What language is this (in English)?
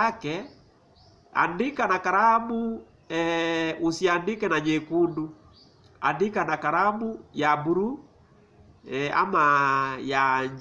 Swahili